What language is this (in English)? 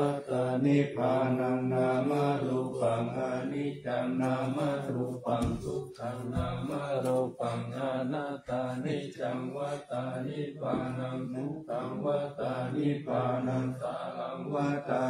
Pali